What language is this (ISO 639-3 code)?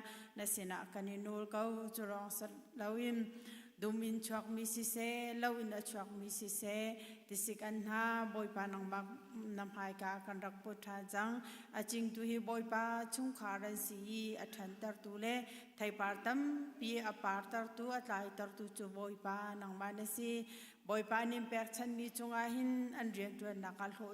cnh